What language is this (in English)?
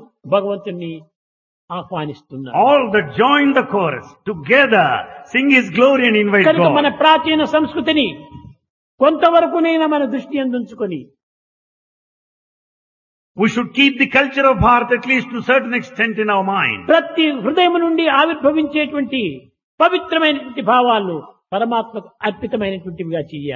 Telugu